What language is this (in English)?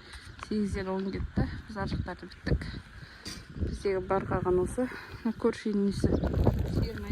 Kazakh